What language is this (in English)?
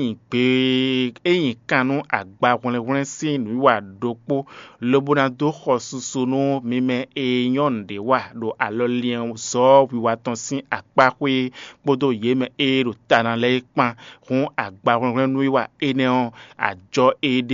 Fon